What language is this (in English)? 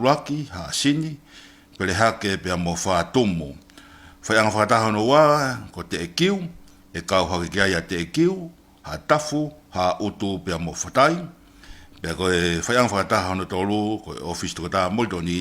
Tongan